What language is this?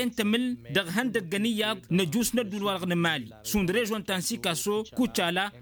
Tamasheq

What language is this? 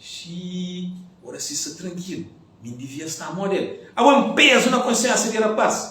Kabuverdianu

